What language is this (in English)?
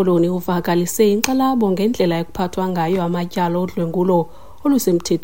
Xhosa